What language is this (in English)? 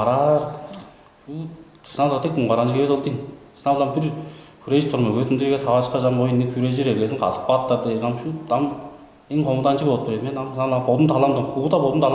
Tuvinian